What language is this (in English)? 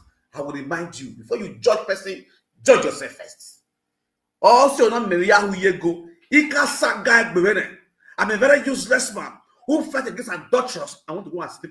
Nigerian Pidgin